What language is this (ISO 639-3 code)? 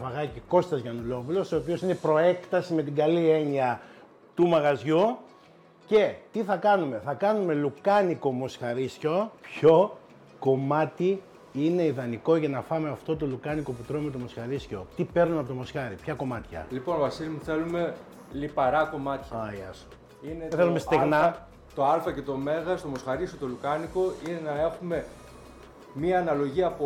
ell